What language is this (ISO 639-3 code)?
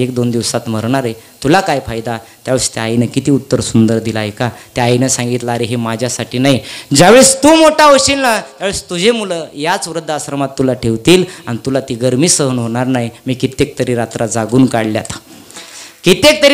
mar